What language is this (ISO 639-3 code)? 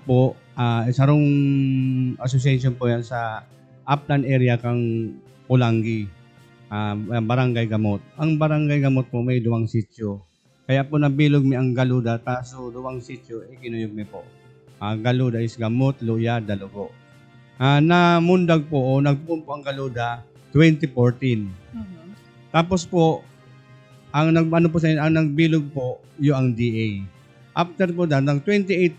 bik